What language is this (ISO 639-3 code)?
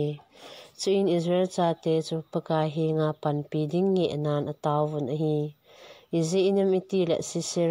tcz